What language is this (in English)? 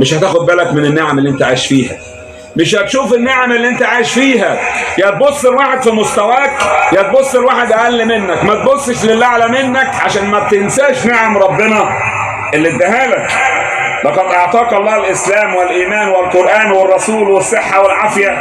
Egyptian Arabic